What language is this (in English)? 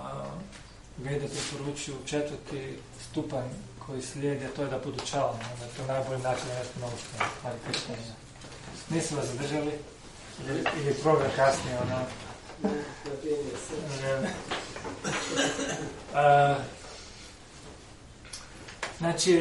Croatian